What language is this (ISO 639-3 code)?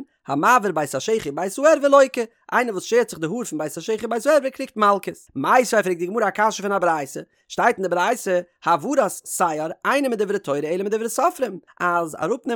yid